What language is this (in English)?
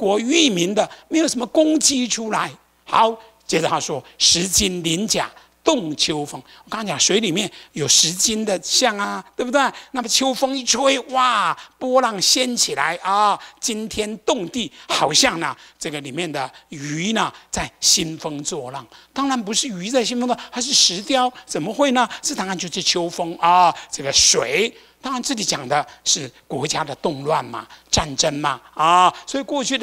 Chinese